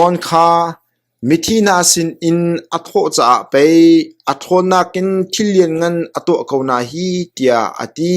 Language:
Hakha Chin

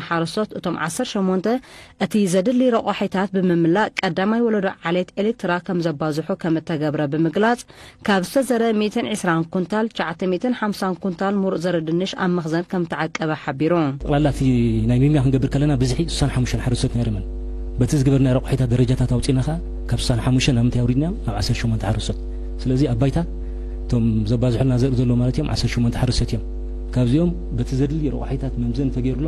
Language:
Tigrinya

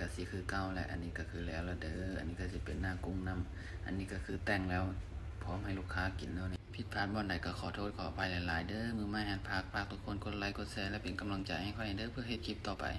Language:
Lao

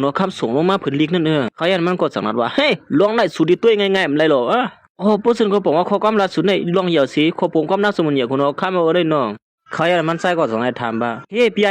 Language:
Shan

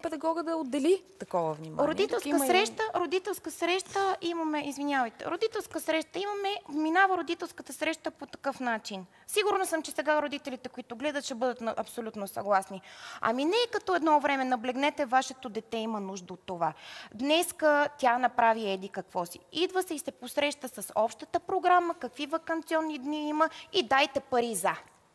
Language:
Bulgarian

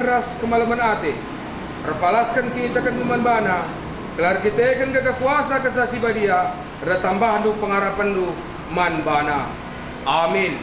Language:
Batak Karo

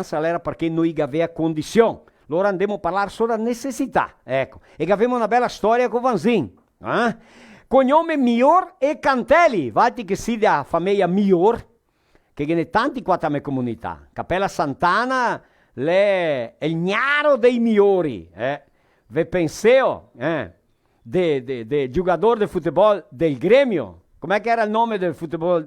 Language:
Venetian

